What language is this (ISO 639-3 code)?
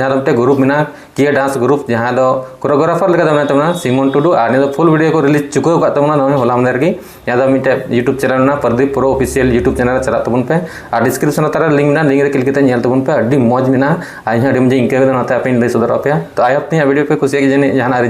sat